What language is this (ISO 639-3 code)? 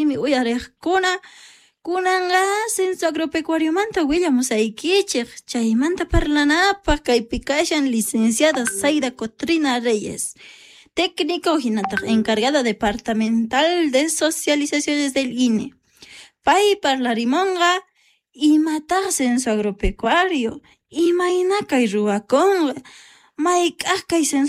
que